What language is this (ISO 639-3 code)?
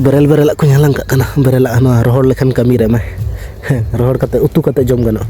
sat